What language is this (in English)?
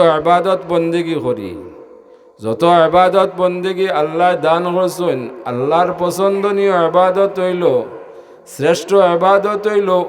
Sylheti